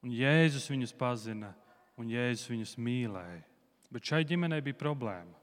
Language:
Latvian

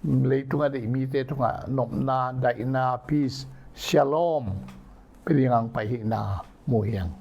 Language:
Tedim Chin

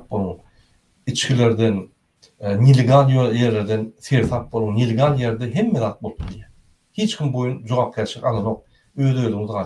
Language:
Turkmen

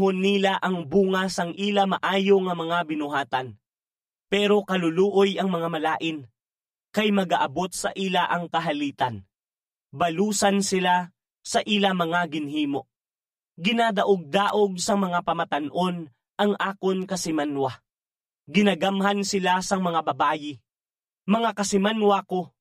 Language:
Hiligaynon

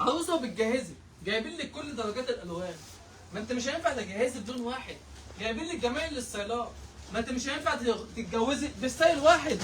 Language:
Egyptian Arabic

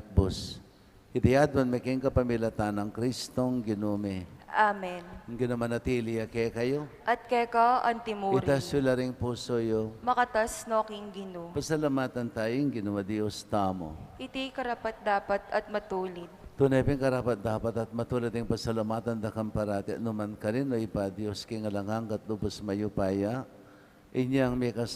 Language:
Pampanga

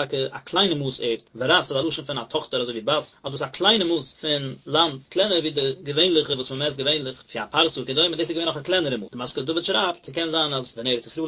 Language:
Yiddish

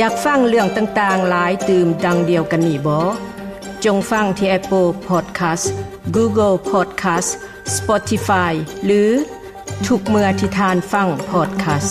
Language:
Lao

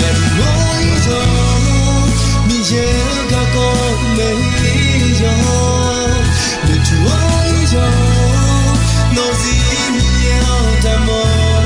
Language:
Akha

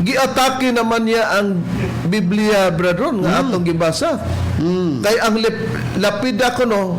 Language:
Cebuano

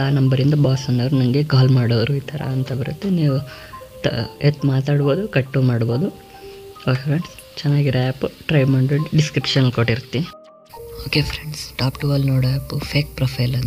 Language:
Kannada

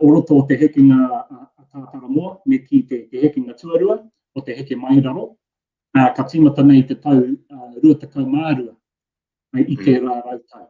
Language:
Māori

